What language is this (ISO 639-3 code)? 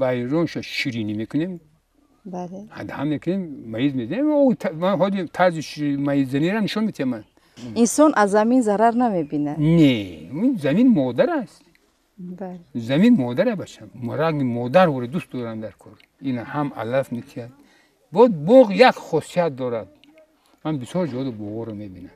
tgk